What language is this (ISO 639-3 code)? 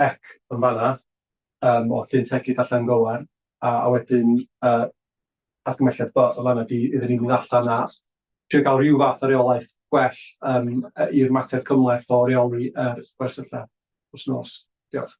cym